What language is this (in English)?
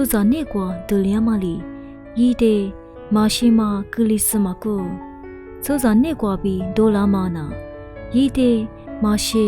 Lisu